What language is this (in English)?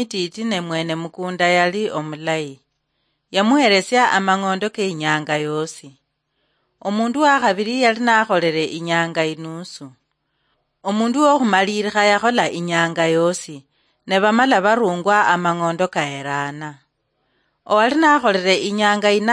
Luyia